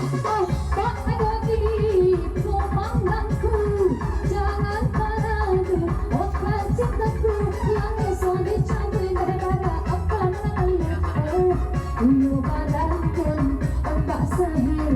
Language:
Minangkabau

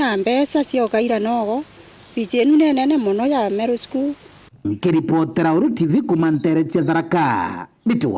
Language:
Meru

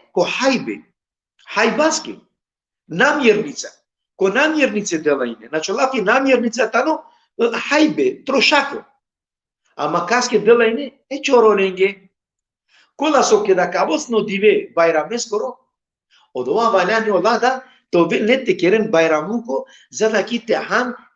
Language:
Balkan Romani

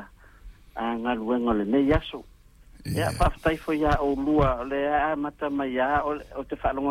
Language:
Samoan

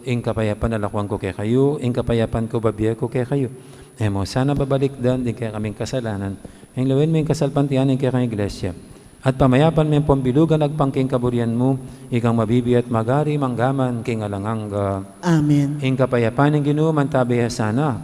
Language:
Pampanga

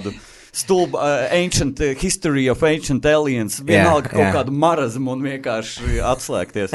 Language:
Latvian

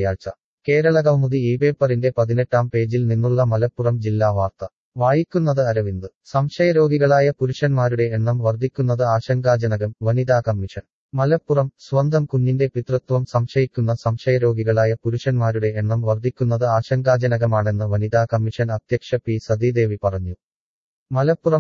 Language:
Malayalam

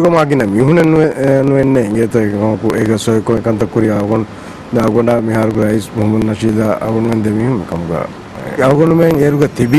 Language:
Divehi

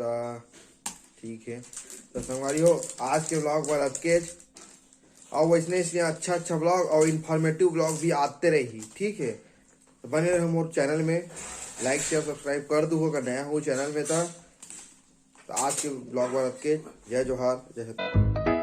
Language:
Chhattisgarhi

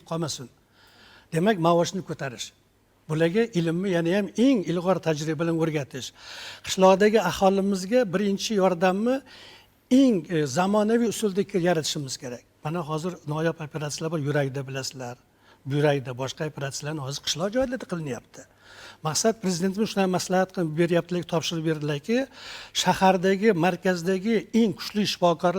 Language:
Uzbek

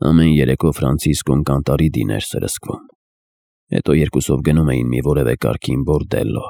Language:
Armenian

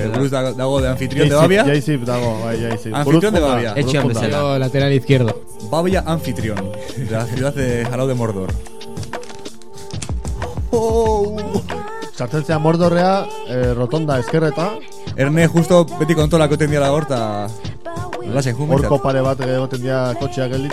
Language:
Basque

